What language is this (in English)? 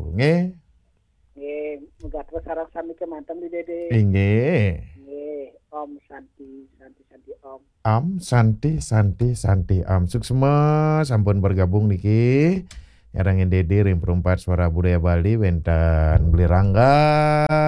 Balinese